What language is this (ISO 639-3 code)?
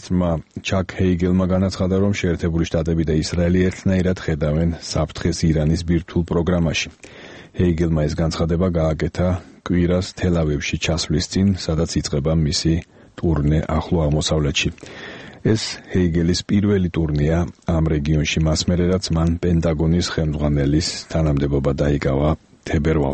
kat